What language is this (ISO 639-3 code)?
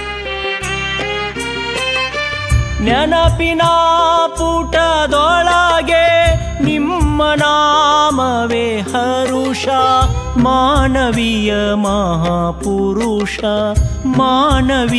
kan